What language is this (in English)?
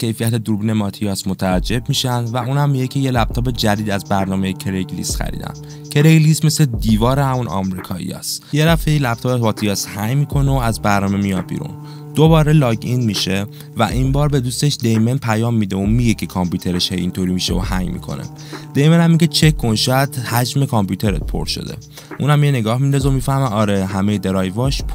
Persian